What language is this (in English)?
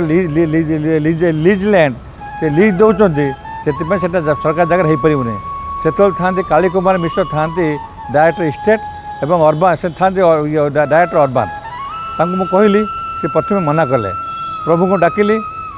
Odia